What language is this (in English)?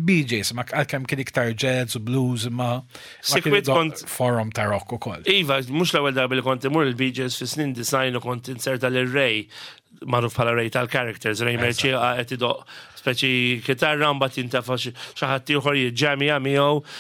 Maltese